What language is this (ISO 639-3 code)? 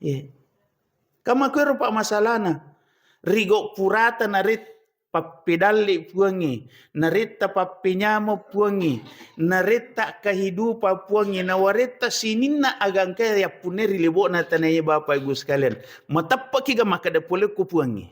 bug